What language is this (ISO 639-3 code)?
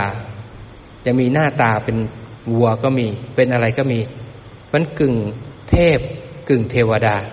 tha